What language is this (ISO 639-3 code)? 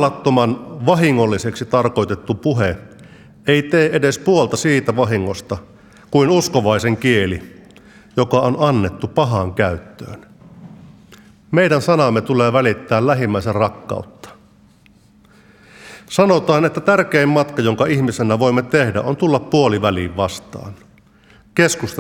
fin